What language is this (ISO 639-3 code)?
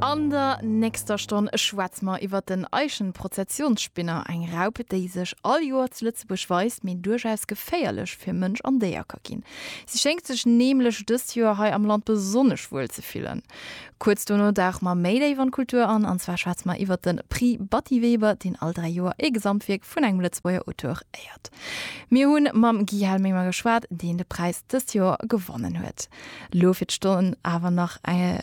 ltz